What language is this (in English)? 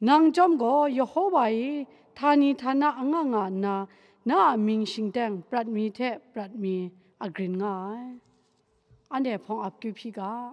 Kachin